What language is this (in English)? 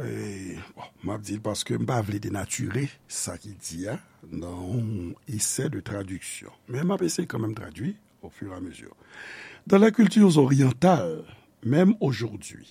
Haitian Creole